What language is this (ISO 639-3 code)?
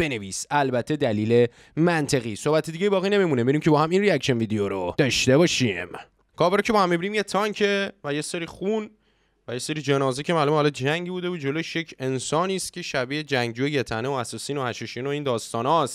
fas